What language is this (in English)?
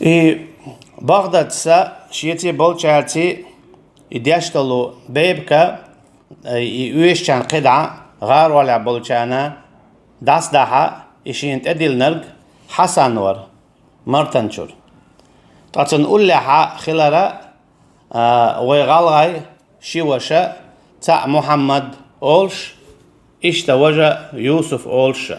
Chechen